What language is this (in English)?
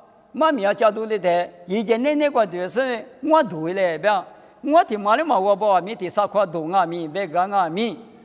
Lisu